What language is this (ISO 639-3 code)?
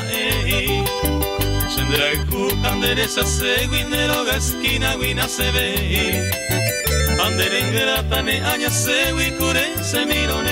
grn